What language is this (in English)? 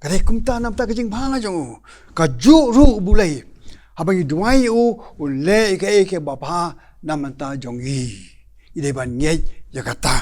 Khasi